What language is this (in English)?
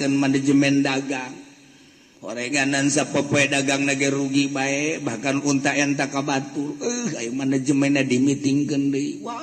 Sundanese